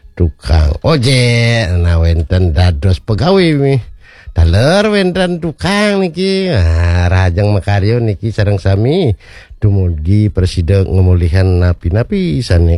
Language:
Balinese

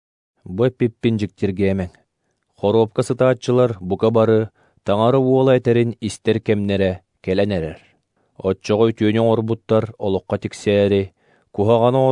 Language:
Yakut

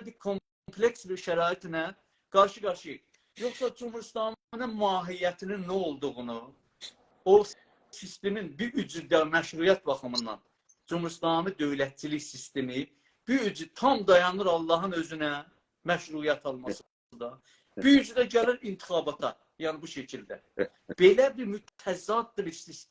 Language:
South Azerbaijani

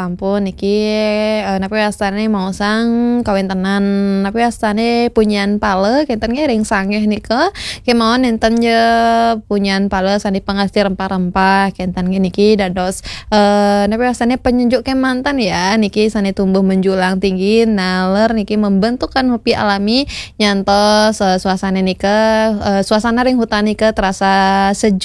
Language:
Balinese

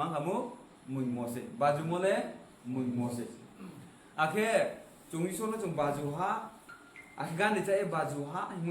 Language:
Riang (India)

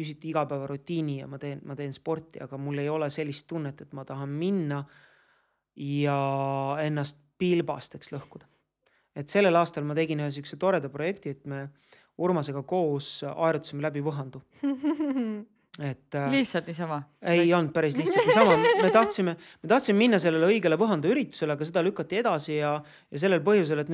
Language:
Estonian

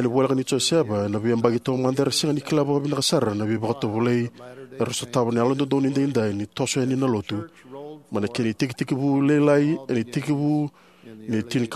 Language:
Fijian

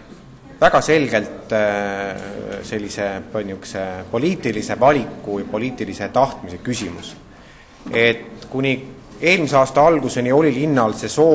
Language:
Estonian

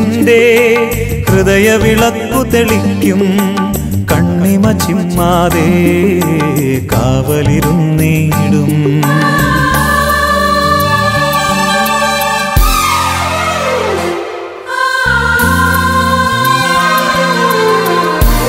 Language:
Malayalam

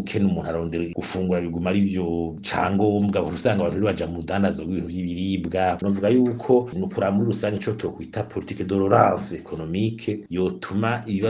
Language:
Rundi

